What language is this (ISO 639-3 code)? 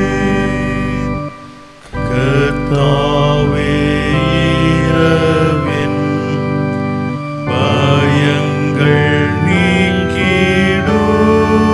tam